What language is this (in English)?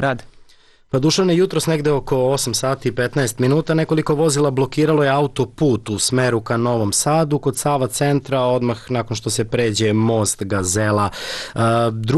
Serbian